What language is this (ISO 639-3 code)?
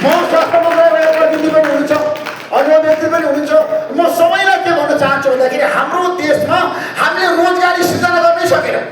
nep